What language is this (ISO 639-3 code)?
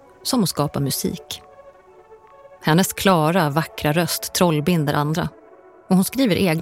swe